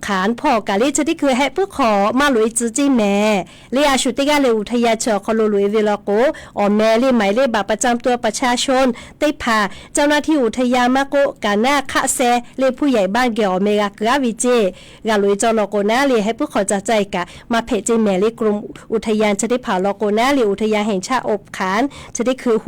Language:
Lahu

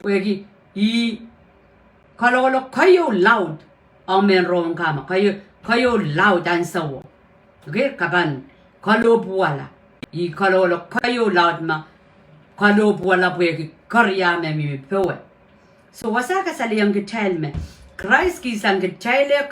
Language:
Pohnpeian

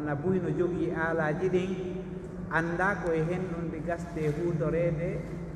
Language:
Pular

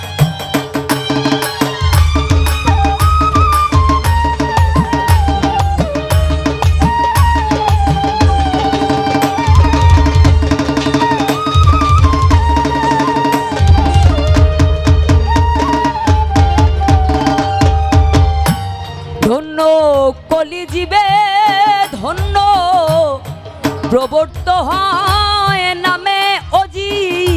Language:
Bangla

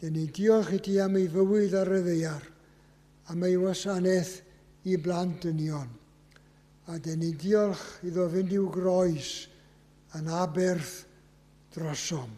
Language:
Welsh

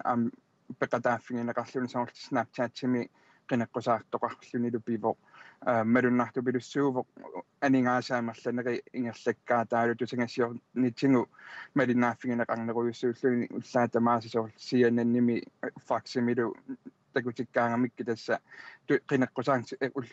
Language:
Kalaallisut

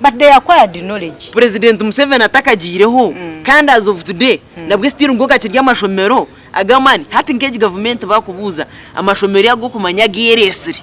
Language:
Nyankole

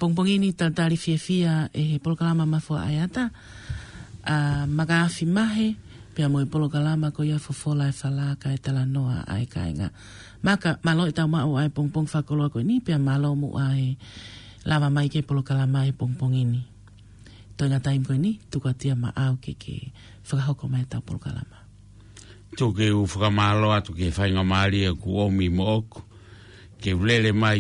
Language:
Tongan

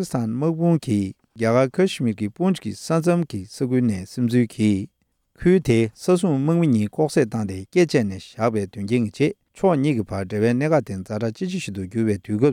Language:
Tibetan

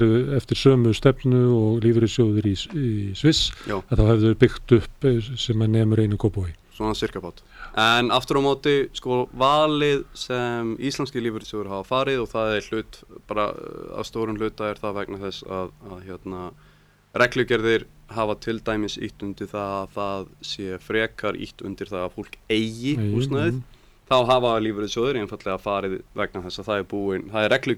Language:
Icelandic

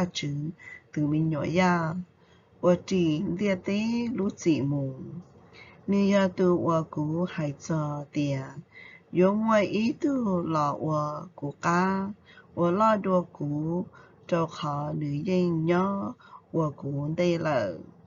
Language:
Hmong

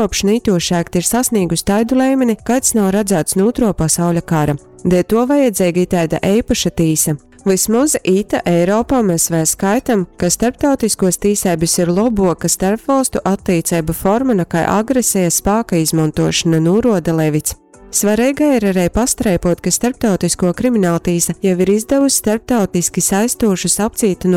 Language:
Latgalian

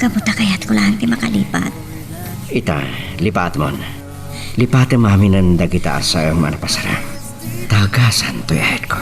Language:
Iloko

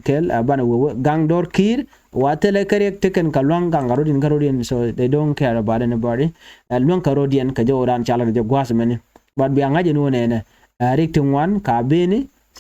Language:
Nuer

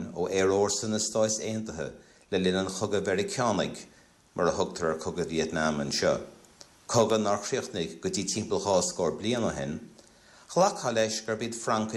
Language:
Irish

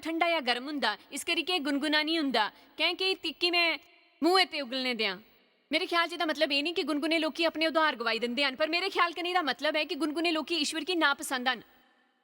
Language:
Dogri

